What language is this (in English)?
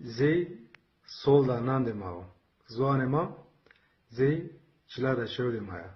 Zaza